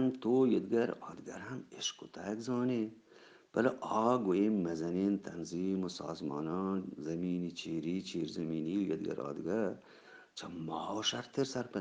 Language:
Eastern Balochi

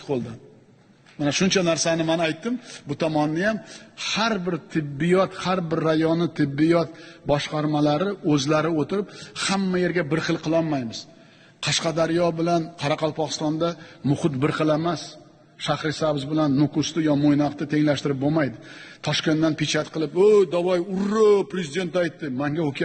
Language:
Uzbek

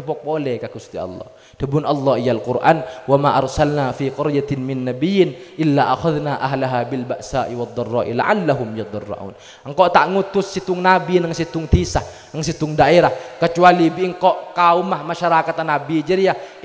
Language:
Madurese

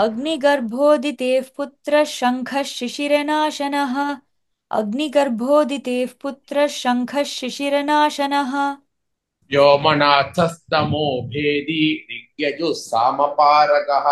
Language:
Sanskrit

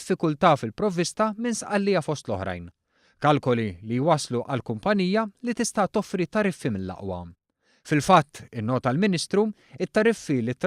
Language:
Maltese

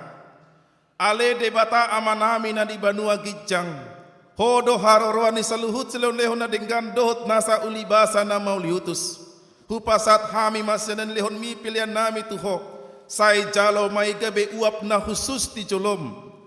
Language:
Batak Toba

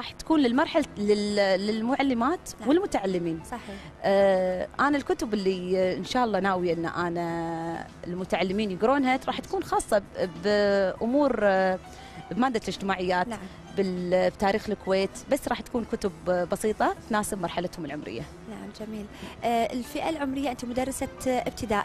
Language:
Gulf Arabic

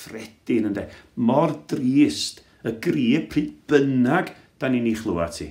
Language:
Welsh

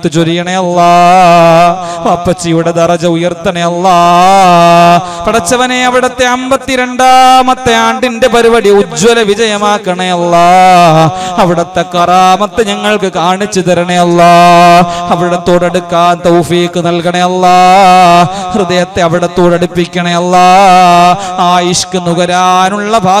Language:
Malayalam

